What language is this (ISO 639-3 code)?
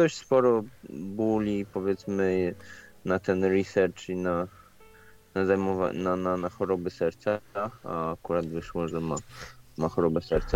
pol